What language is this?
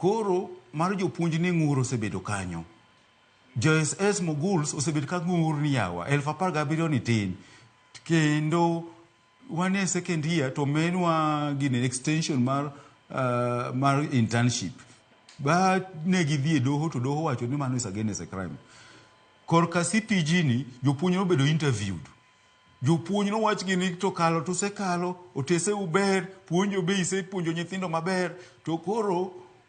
Luo (Kenya and Tanzania)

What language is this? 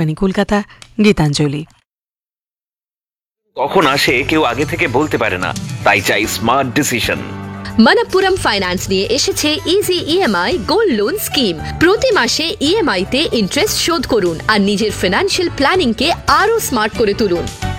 Bangla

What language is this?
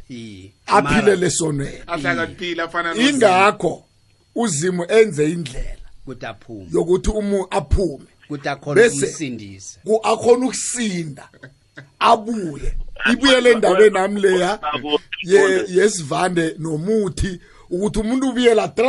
South Ndebele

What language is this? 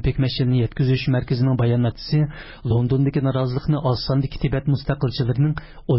Uyghur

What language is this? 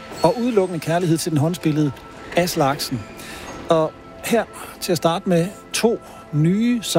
Danish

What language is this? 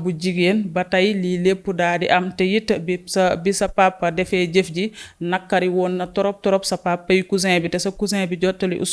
Wolof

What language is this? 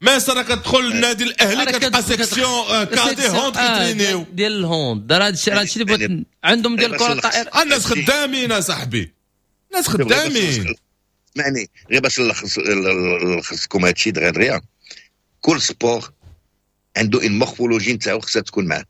Moroccan Arabic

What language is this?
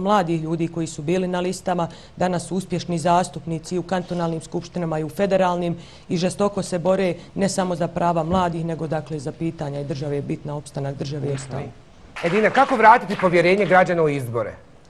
Bosnian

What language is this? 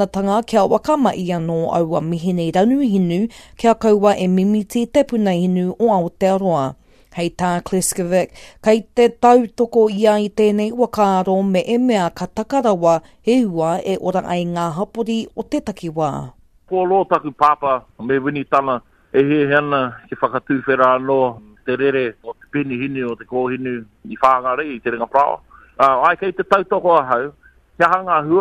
Māori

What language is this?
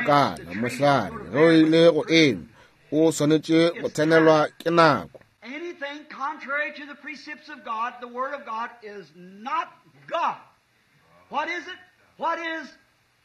Northern Sotho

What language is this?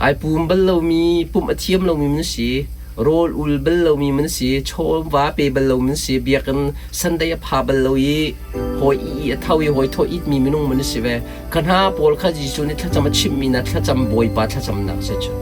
Hakha Chin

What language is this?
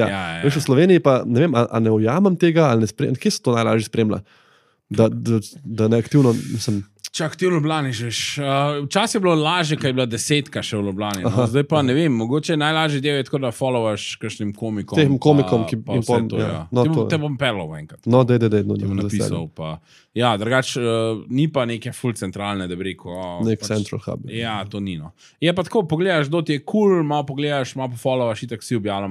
Slovenian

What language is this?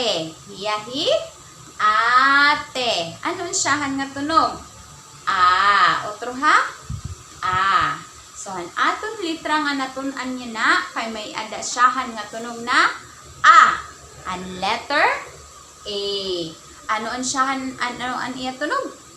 Waray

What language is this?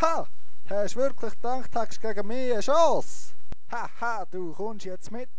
Swiss German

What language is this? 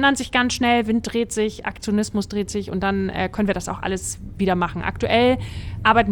German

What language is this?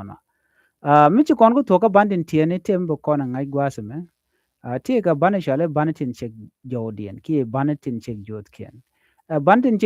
Nuer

